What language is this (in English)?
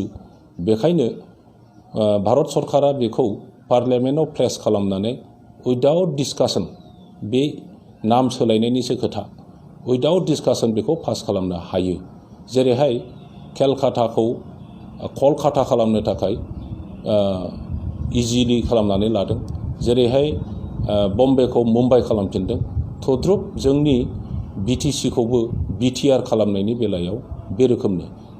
Bodo